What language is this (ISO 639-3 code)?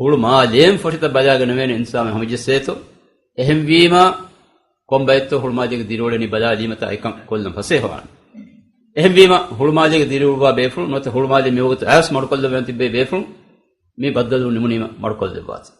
div